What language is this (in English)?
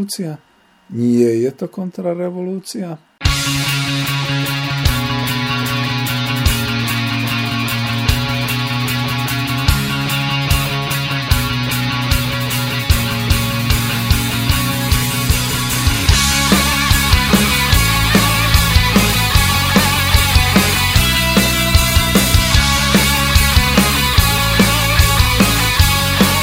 Slovak